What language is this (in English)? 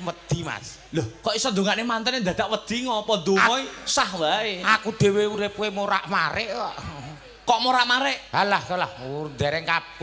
Javanese